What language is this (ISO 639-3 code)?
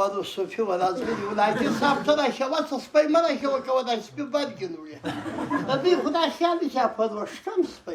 pus